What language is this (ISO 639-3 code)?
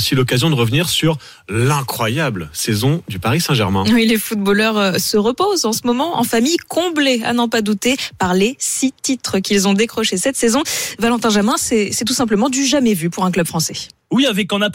fra